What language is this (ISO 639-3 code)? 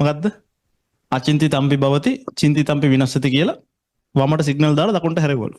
sin